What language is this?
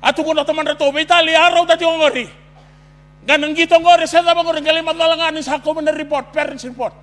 Fijian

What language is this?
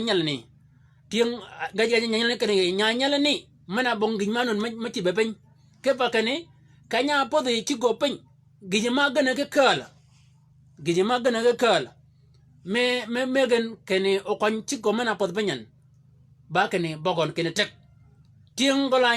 Shilluk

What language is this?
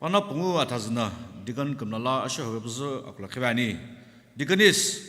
Sumi Naga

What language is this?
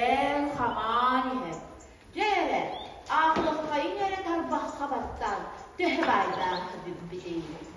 Yakut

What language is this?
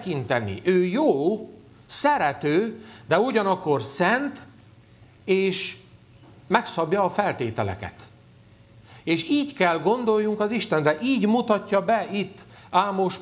Hungarian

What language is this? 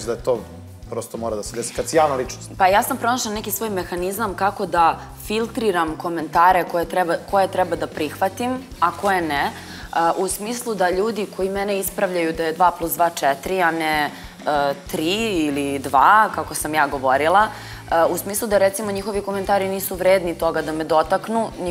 Serbian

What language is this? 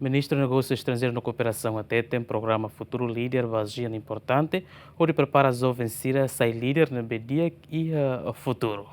Tetum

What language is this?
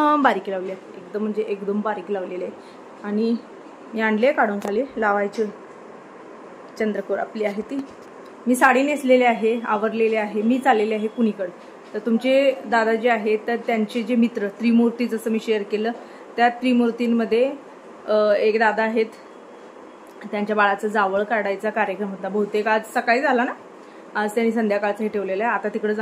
Marathi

